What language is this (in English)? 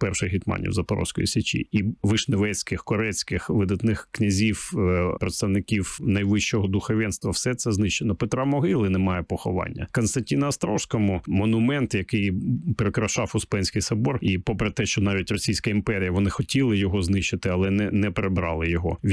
Ukrainian